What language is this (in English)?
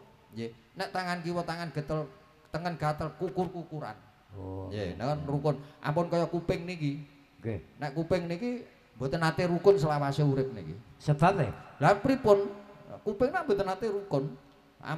Javanese